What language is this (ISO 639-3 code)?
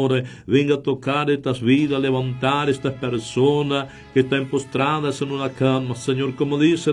spa